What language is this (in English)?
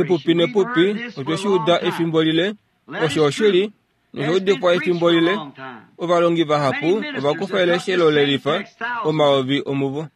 Kuanyama